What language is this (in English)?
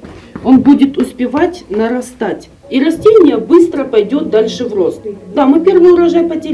Russian